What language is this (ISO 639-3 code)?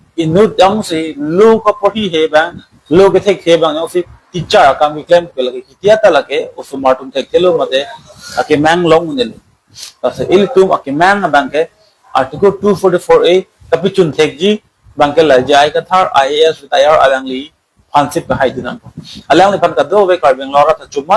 mjw